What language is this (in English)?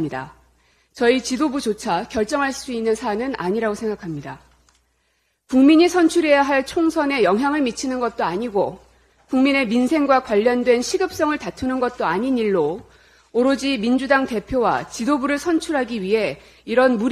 Korean